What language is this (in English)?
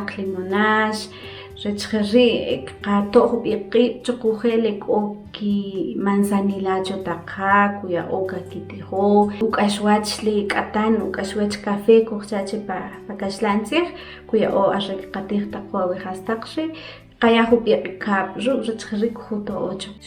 Kʼicheʼ